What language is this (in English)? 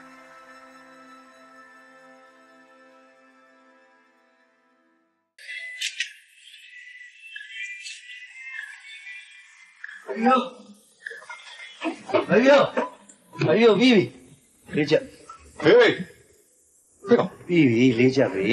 Burmese